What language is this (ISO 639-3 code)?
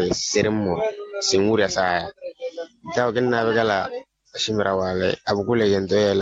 vmw